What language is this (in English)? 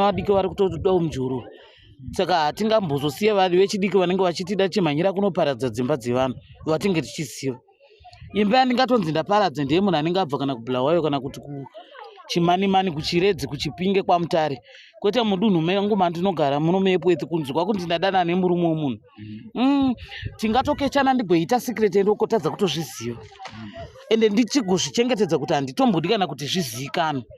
Shona